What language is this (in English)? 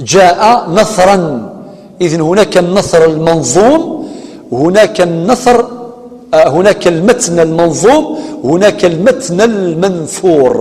Kabyle